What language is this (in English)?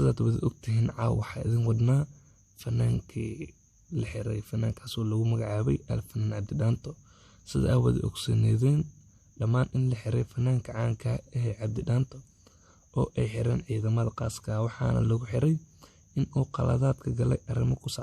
Somali